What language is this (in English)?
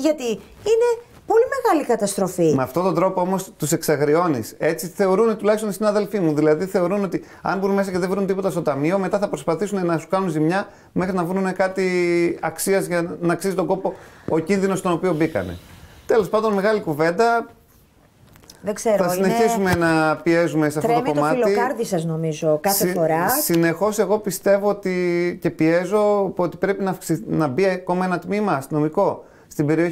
Greek